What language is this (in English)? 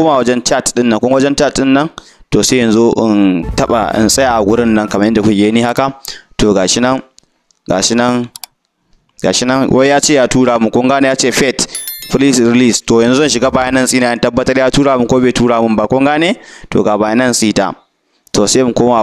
Hausa